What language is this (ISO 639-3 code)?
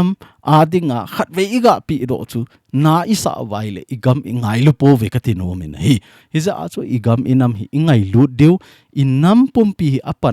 tcz